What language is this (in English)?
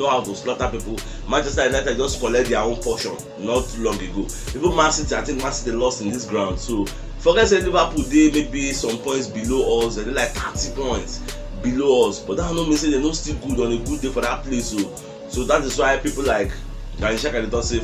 Nigerian Pidgin